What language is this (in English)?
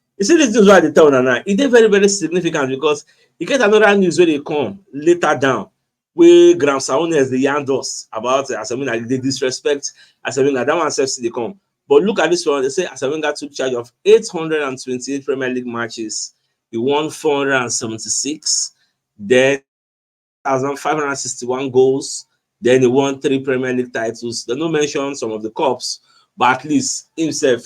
Nigerian Pidgin